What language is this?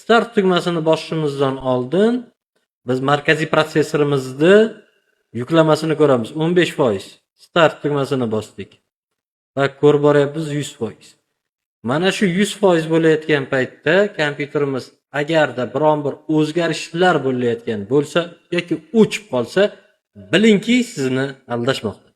Uzbek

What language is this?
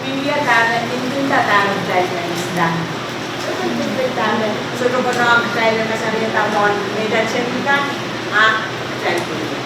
Pohnpeian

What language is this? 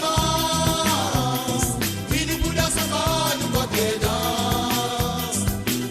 Morisyen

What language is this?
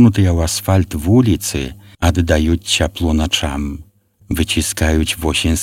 Belarusian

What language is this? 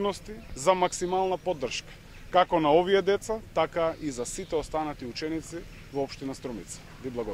Macedonian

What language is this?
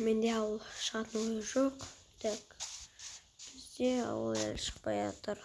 Kazakh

